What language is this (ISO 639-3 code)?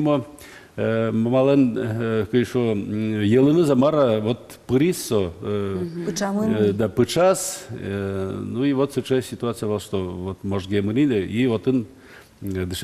udm